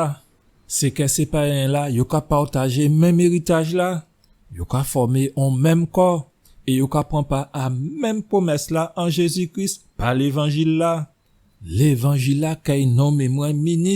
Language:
Guadeloupean Creole French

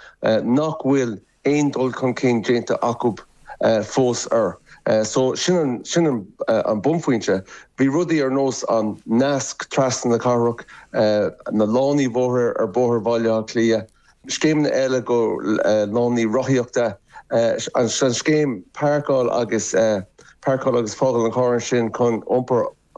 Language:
Irish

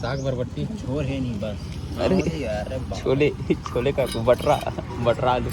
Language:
Chhattisgarhi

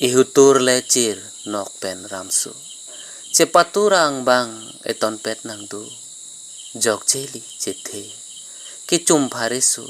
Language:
Karbi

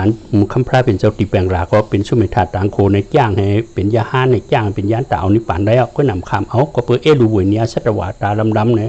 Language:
Shan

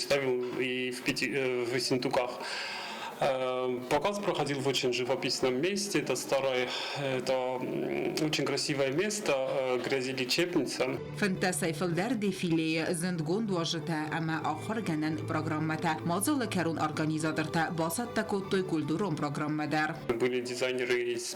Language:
Ossetic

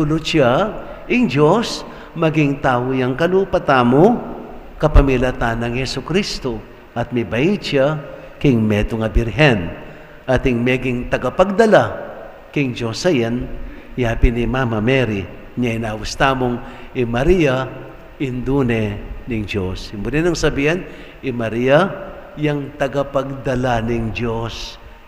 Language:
Pampanga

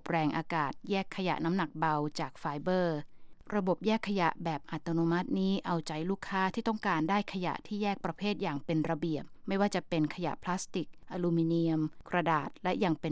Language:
Thai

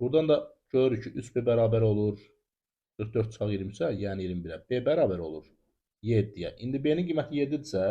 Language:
Azerbaijani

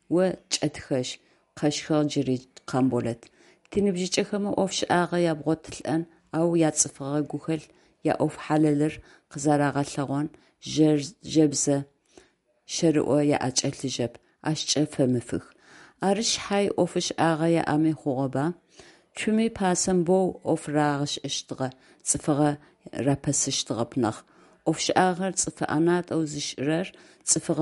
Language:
Adyghe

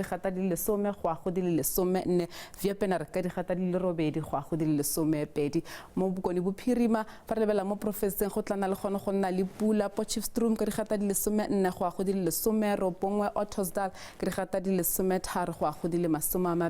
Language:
Tswana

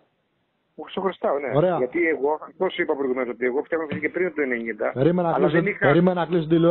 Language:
Greek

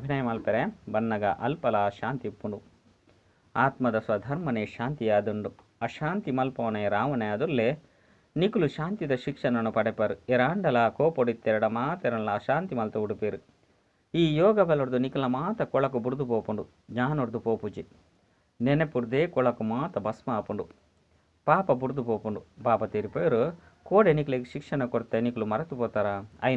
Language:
Tulu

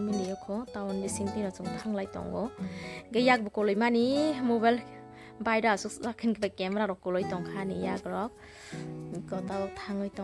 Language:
Kok Borok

